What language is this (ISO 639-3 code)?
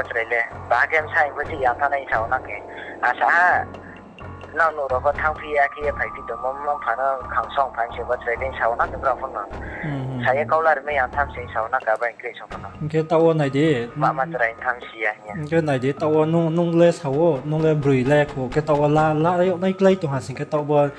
ria